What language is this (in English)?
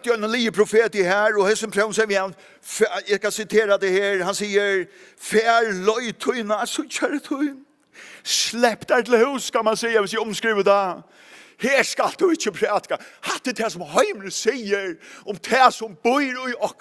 Faroese